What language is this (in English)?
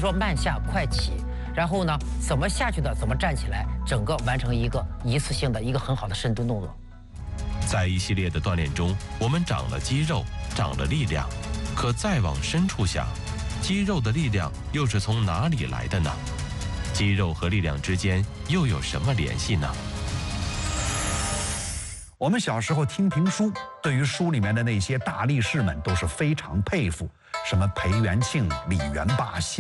Chinese